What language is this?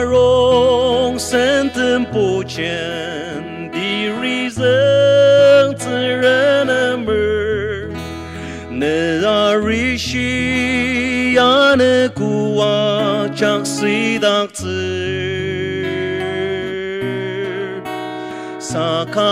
Ao Naga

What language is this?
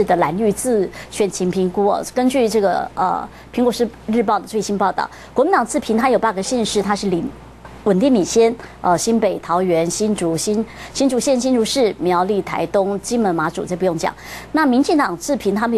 Chinese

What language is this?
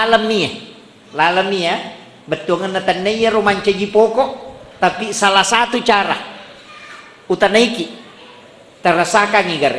Buginese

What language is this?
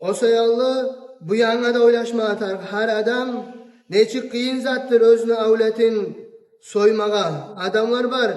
Kumyk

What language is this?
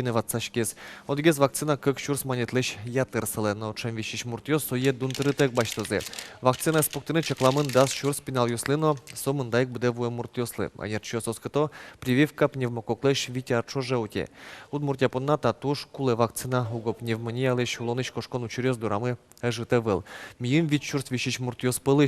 Udmurt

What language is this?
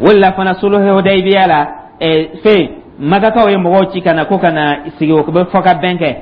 Dyula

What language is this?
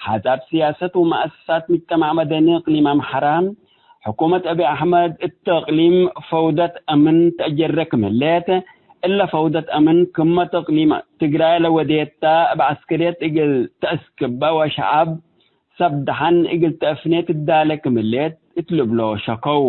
Tigre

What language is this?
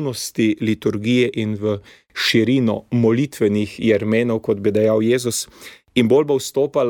Slovenian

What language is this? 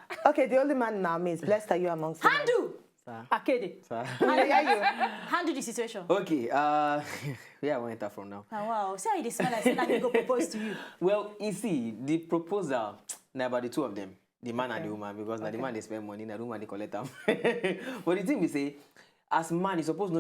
Nigerian Pidgin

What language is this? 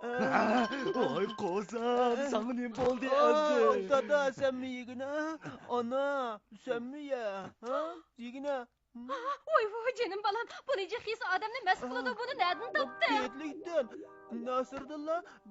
Uyghur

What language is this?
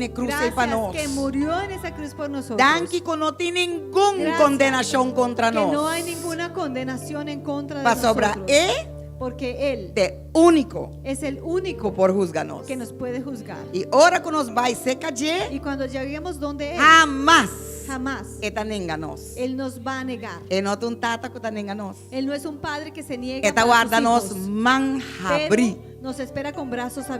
Papiamento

